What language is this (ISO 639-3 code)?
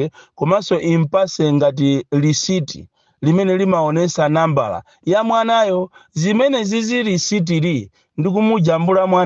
nya